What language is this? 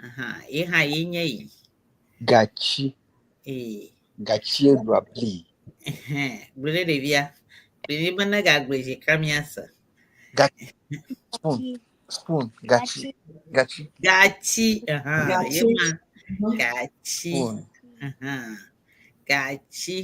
Ewe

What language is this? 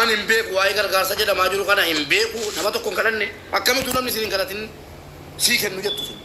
Oromo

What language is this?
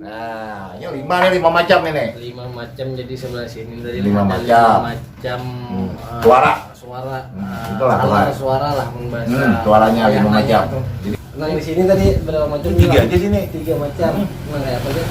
Banjar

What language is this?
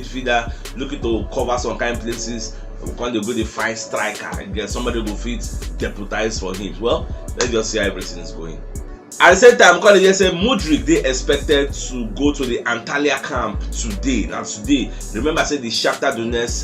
Nigerian Pidgin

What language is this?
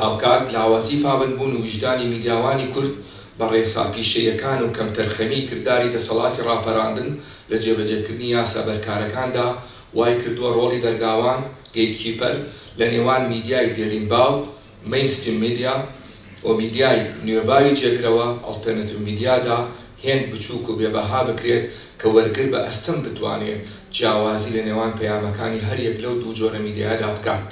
Central Kurdish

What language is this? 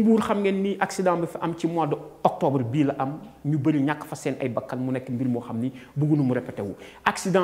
Wolof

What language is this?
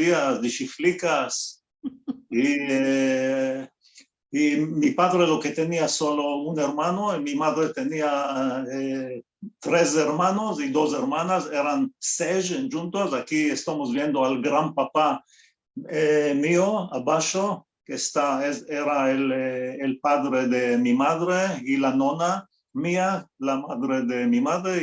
Ladino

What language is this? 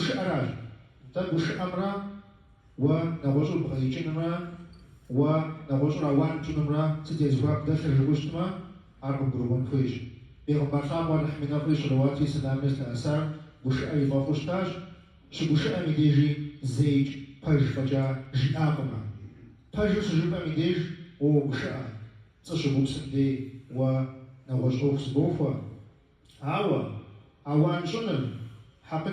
Kabardian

